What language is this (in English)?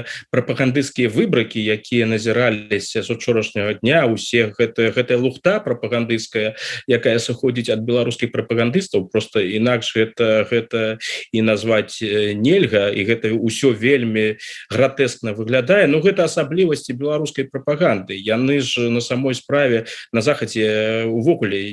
Belarusian